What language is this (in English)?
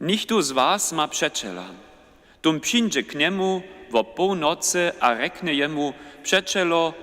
Upper Sorbian